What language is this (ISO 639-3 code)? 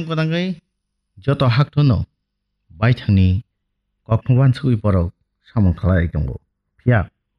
trp